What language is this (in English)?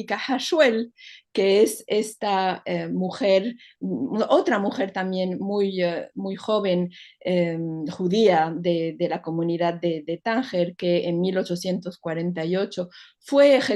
Ladino